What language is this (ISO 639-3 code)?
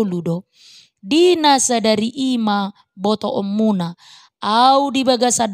bbc